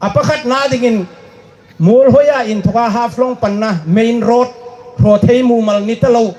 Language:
Hmar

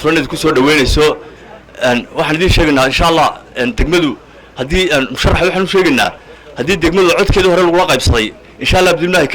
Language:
Somali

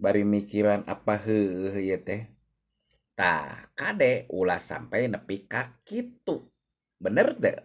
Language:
Sundanese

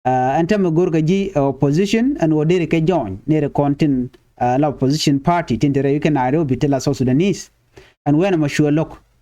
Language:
Nuer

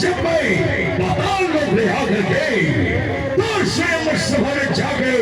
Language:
Chhattisgarhi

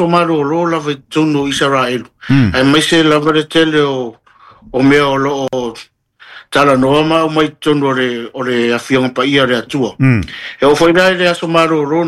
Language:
Samoan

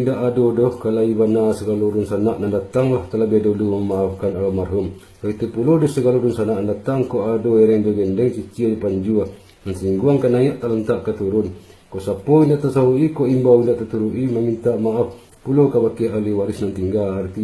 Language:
Minangkabau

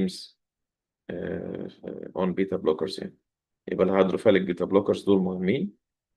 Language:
Egyptian Arabic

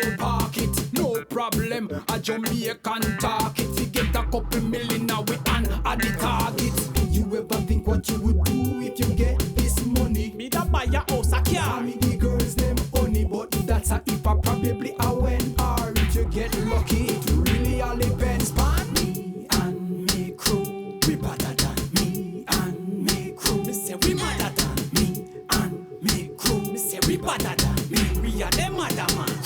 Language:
Jamaican Creole English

